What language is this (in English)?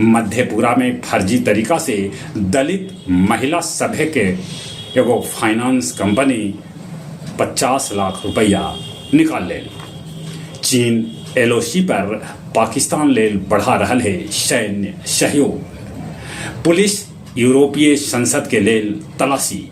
Magahi